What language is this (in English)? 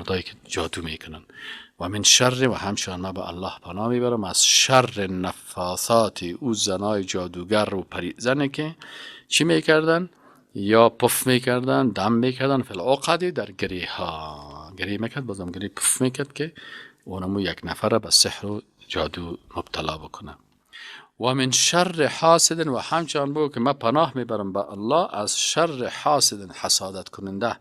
Persian